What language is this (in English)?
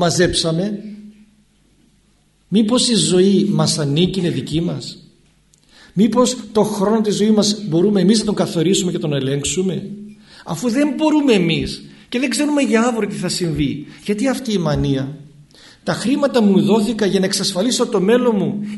Greek